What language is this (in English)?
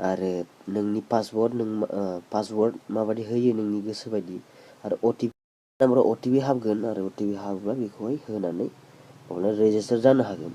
Bodo